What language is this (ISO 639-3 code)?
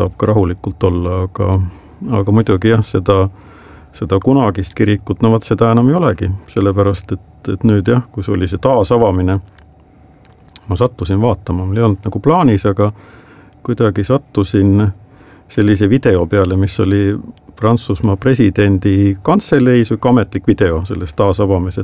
est